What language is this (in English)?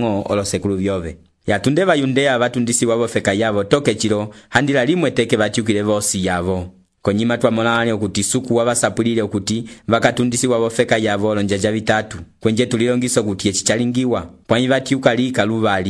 Umbundu